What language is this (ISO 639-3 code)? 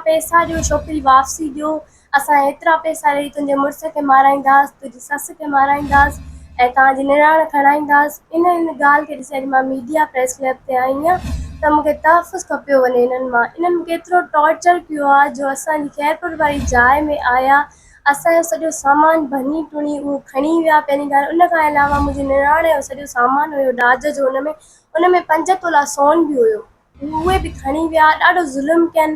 snd